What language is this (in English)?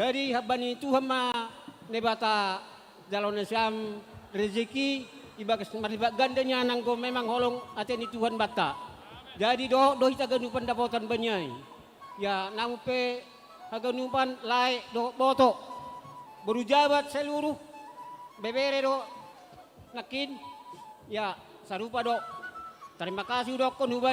Batak Simalungun